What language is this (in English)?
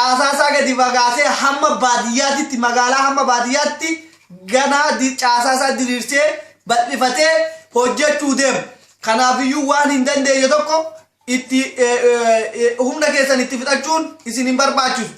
Oromo